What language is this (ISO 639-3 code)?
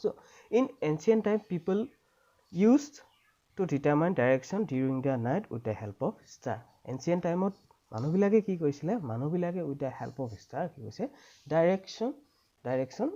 asm